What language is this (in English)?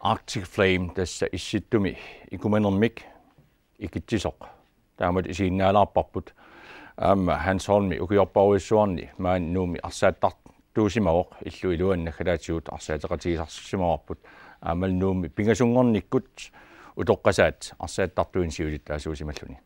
Kalaallisut